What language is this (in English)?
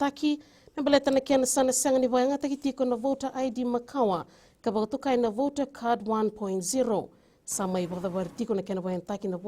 Fijian